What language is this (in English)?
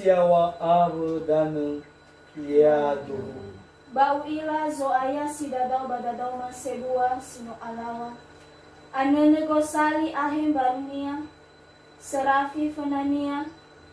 Nias